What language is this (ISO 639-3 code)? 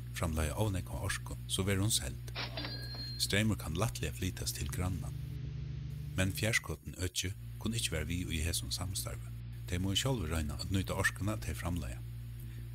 fao